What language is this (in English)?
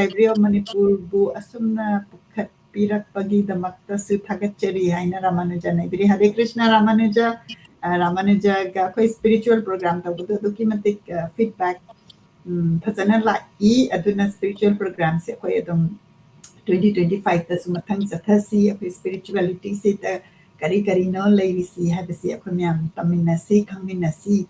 Manipuri